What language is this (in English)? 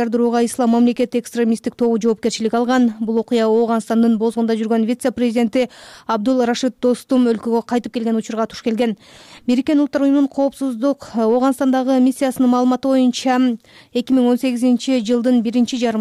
Kyrgyz